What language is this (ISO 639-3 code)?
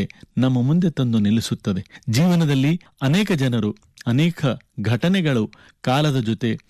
kan